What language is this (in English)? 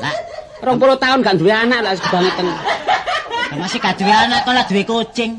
Javanese